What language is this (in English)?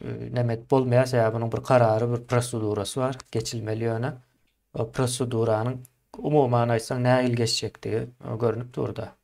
Turkmen